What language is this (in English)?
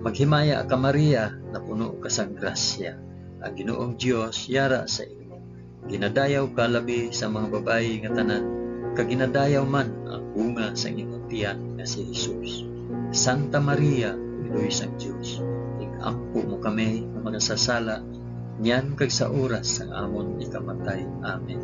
Hiligaynon